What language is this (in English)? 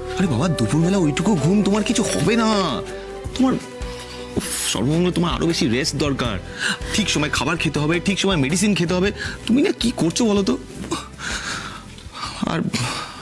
Bangla